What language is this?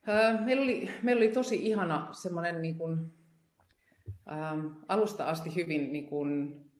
Finnish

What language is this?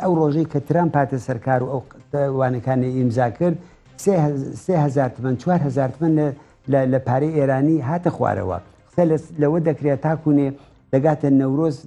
Central Kurdish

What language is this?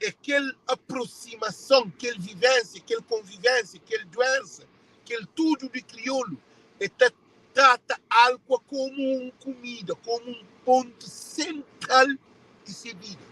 Kabuverdianu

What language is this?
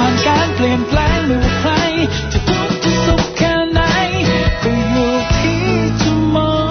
Thai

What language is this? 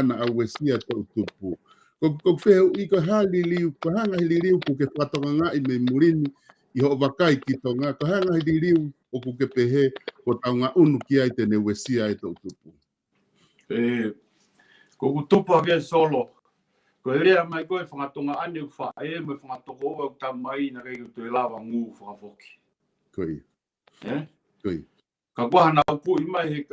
Tongan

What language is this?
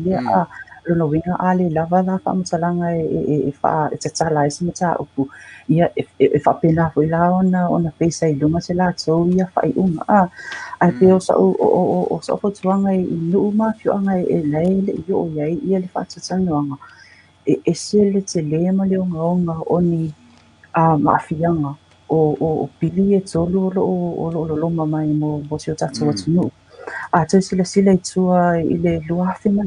Samoan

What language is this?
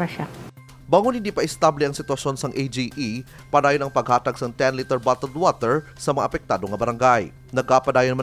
Hiligaynon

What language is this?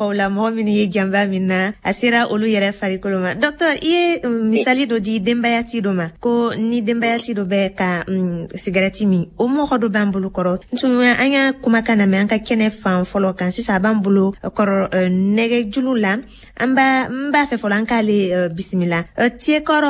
Bambara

